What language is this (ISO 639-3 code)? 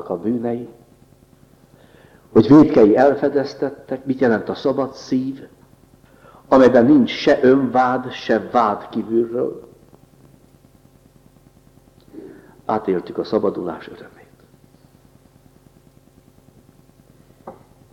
hun